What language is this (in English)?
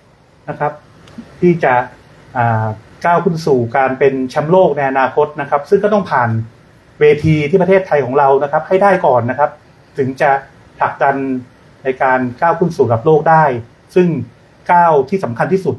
Thai